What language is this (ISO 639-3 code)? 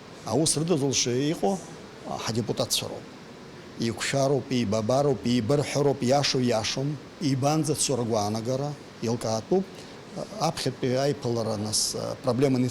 abk